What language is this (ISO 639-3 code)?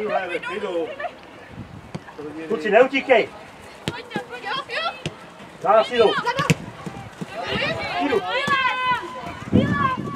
ces